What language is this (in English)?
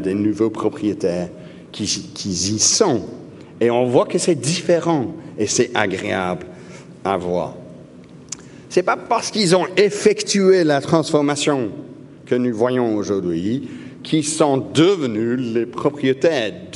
French